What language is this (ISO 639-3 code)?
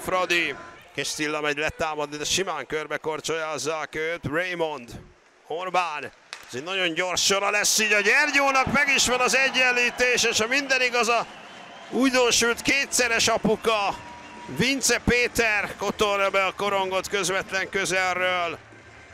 hun